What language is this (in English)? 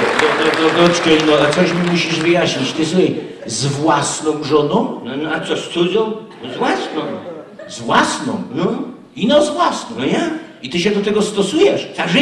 Silesian